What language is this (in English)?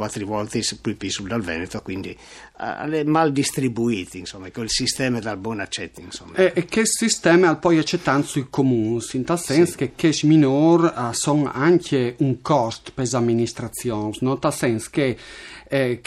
Friulian